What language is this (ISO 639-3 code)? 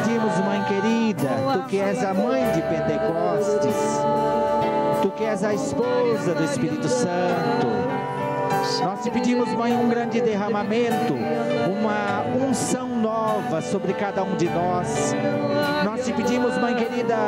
por